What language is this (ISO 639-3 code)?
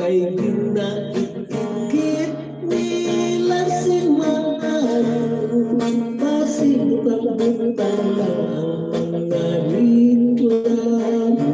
hil